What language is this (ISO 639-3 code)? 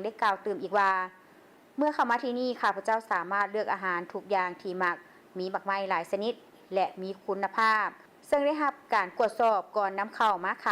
lao